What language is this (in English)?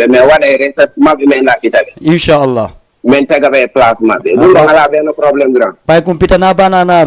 Fula